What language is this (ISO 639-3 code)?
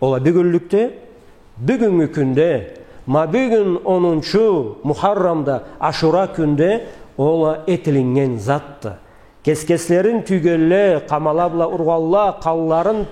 krc